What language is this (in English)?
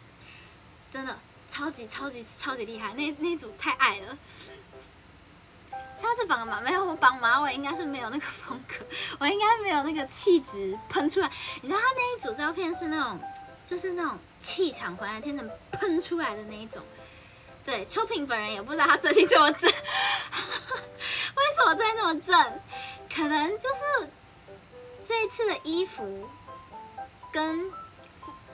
Chinese